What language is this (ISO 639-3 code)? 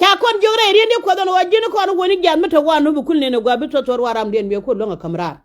nus